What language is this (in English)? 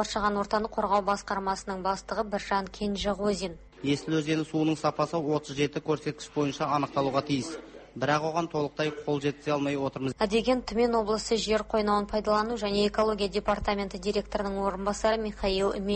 Kazakh